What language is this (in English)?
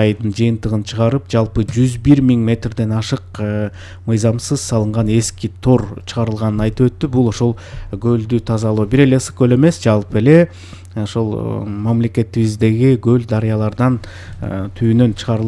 Kyrgyz